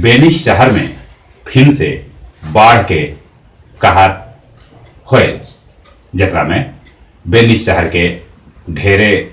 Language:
Magahi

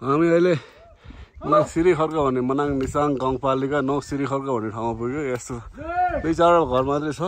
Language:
Nepali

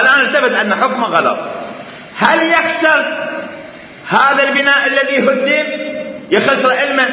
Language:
Mesopotamian Arabic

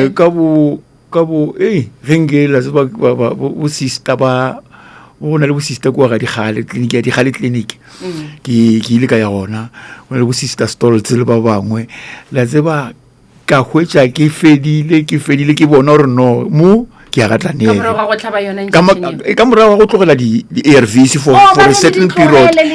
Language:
Northern Sotho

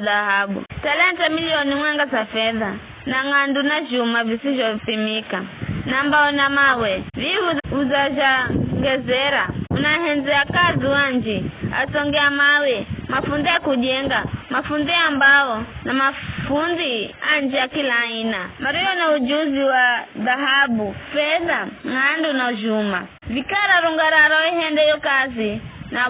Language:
Giryama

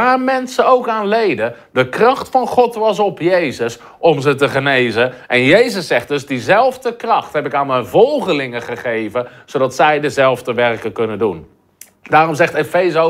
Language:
Dutch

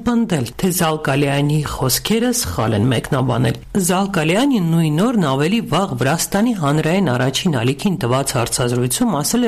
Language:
Armenian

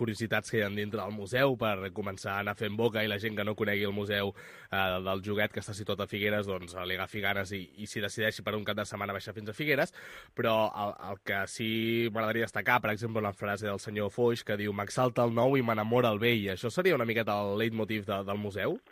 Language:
Catalan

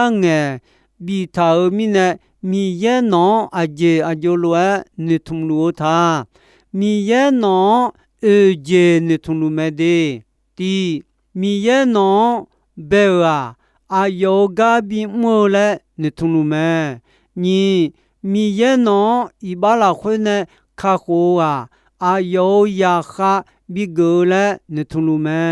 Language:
Akha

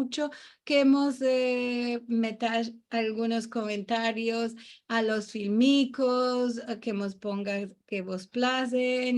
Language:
Ladino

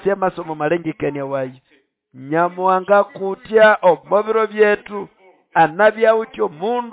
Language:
Nande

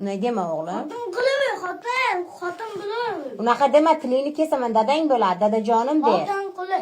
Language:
Uzbek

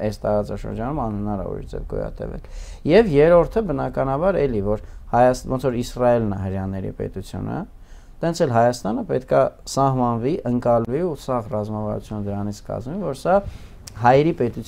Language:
Armenian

